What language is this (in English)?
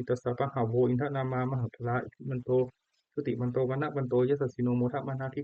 Pali